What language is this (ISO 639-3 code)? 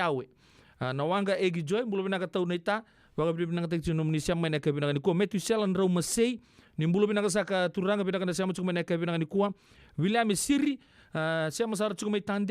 fij